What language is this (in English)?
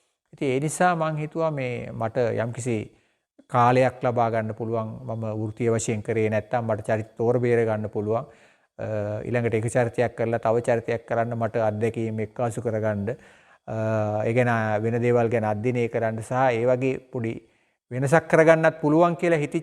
Sinhala